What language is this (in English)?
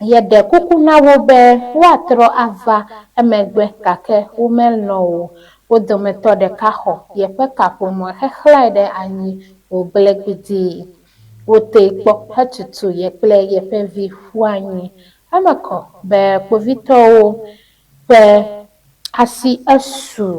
Ewe